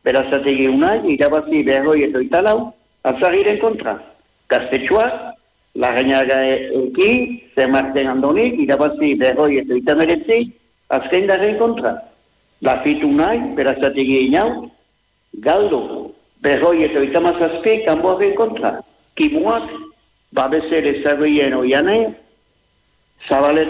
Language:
Basque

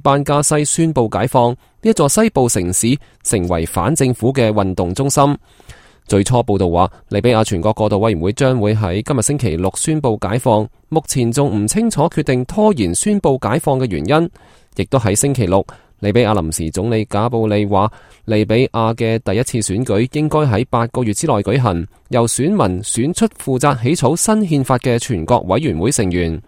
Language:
Cantonese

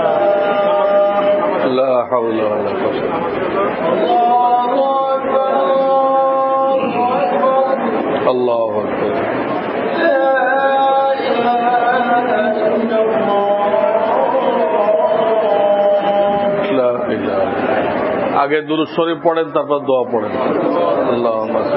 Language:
Bangla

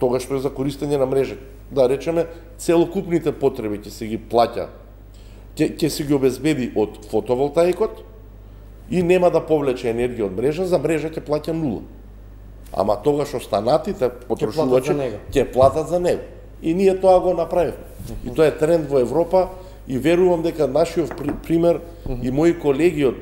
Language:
Macedonian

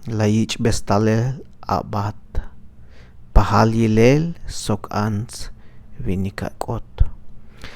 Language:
Tzeltal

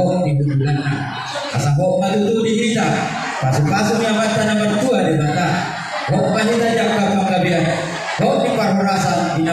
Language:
Batak Toba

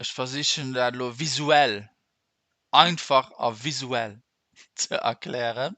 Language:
Luxembourgish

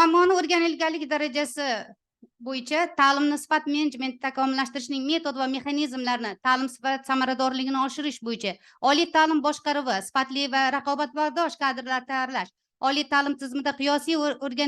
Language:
Uzbek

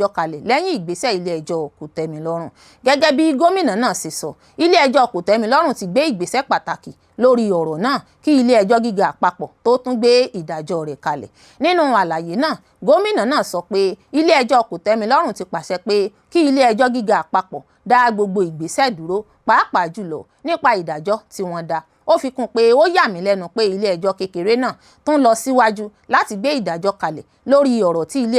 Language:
Yoruba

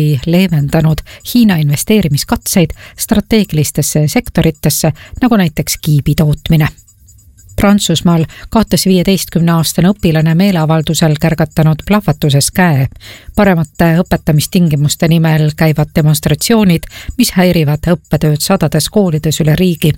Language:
Estonian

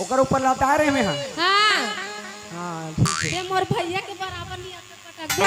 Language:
Chhattisgarhi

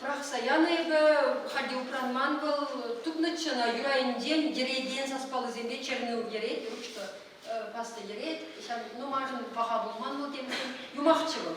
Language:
Chuvash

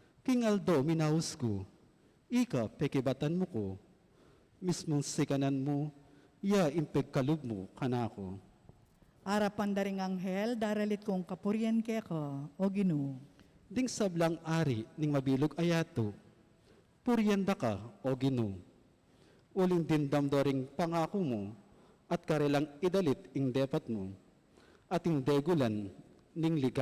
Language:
Pampanga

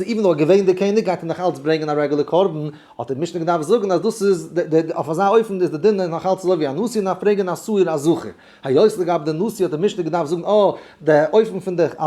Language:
Yiddish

